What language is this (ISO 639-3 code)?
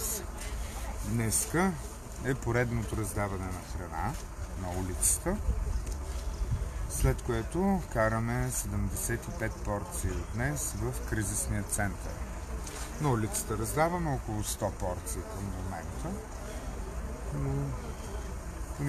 bul